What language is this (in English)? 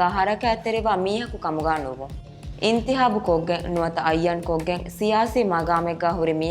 Divehi